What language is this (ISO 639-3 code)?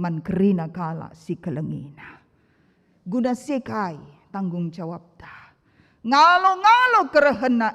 btx